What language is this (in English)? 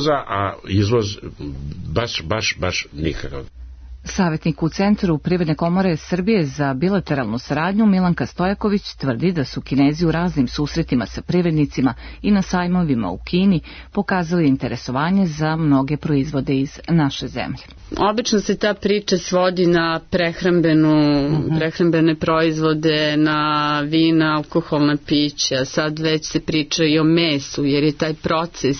Serbian